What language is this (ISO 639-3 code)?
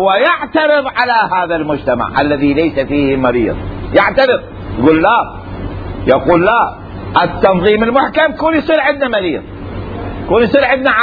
acm